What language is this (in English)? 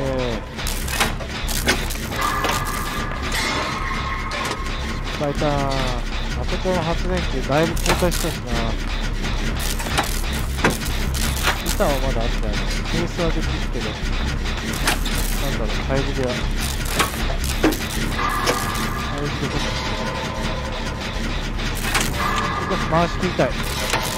Japanese